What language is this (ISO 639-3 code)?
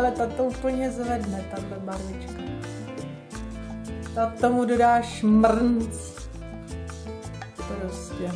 ces